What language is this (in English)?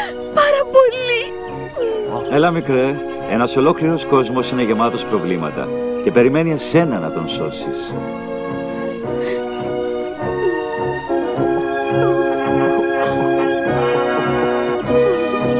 Greek